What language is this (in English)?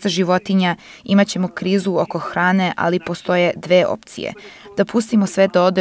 Serbian